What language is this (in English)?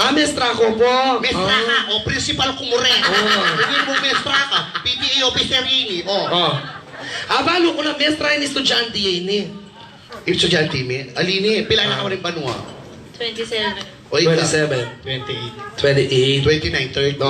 Pampanga